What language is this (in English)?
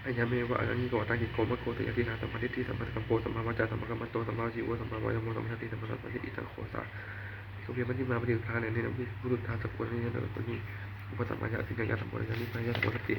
Pali